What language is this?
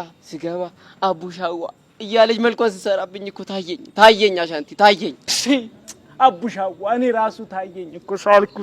Amharic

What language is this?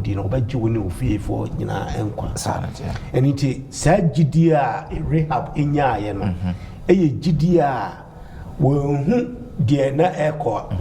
Akan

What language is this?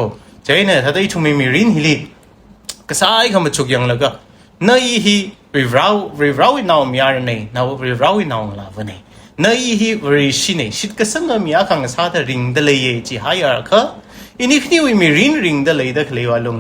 Tangkhul Naga (India)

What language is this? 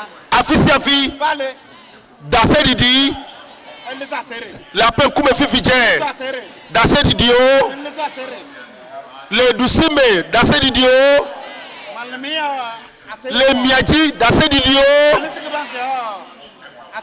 Ewe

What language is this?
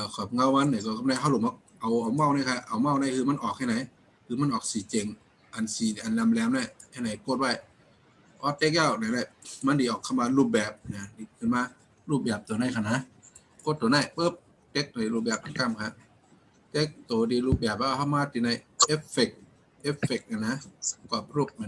Shan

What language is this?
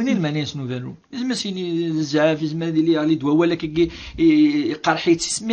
Kabyle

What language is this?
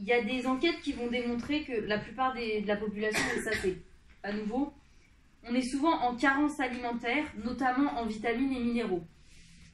French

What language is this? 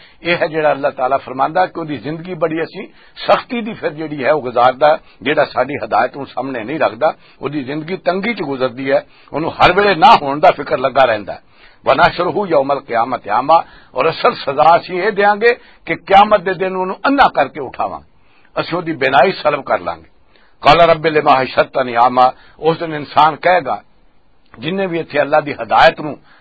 Western Panjabi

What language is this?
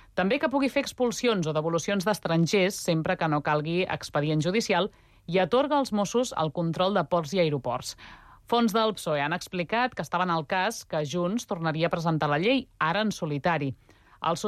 Catalan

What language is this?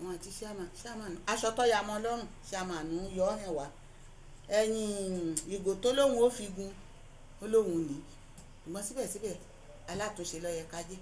Yoruba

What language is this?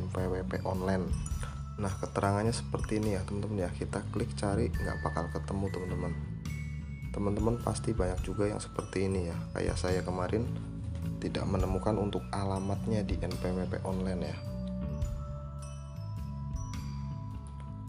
Indonesian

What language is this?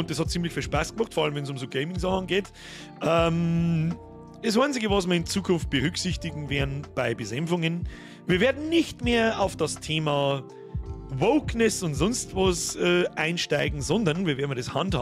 Bavarian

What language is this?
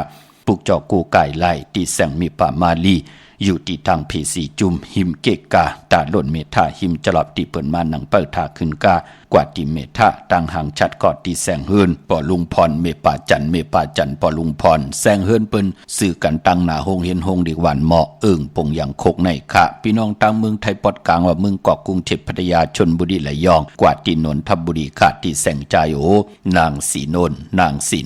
Shan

